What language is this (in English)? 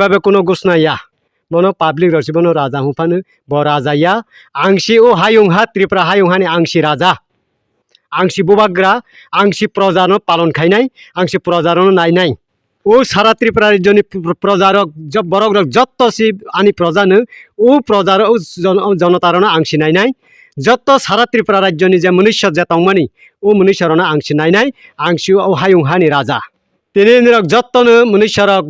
Kok Borok